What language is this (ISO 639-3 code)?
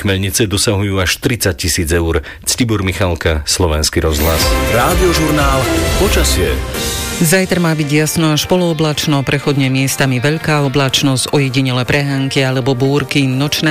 slk